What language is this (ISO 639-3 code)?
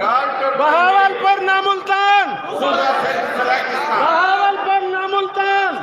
skr